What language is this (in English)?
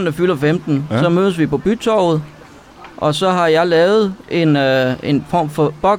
Danish